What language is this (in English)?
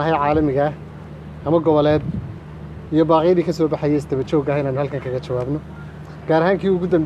Somali